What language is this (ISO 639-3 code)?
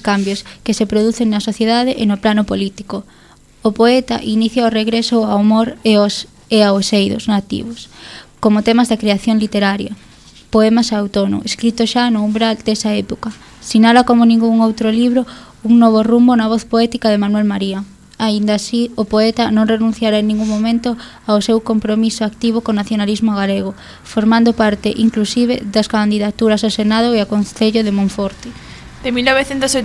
glg